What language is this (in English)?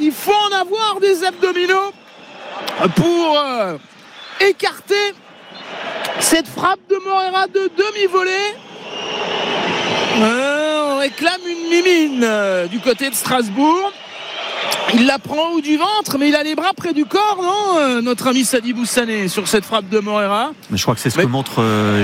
French